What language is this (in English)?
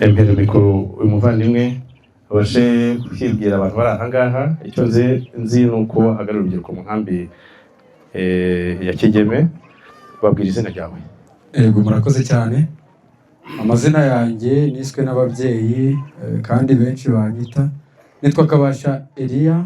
Kinyarwanda